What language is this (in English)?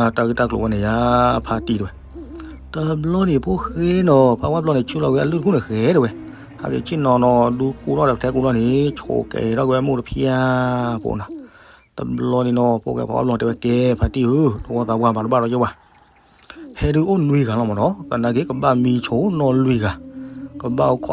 S'gaw Karen